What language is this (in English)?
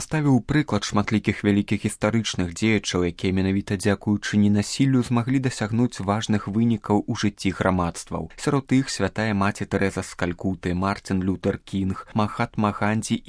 Belarusian